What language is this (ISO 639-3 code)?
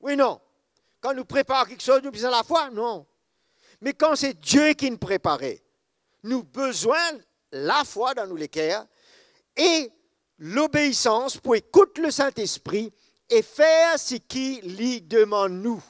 mfe